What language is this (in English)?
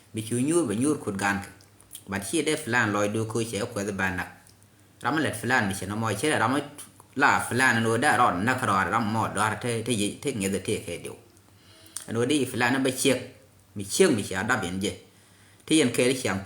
Nuer